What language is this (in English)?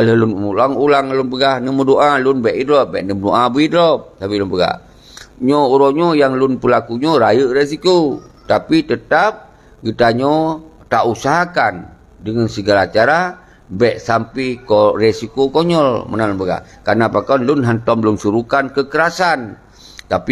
Achinese